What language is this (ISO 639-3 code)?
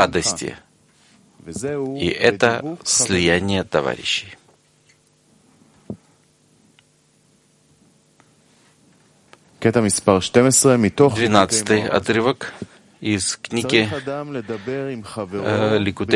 rus